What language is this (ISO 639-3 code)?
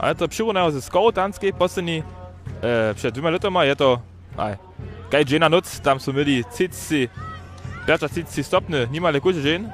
hsb